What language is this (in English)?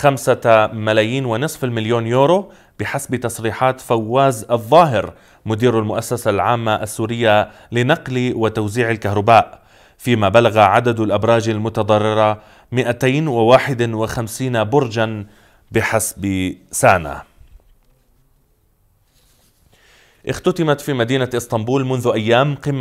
Arabic